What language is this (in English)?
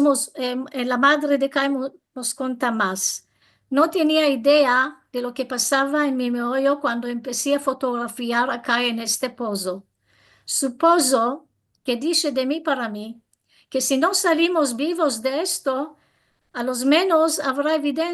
Ladino